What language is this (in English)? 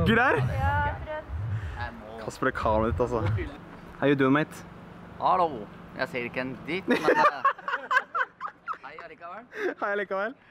Norwegian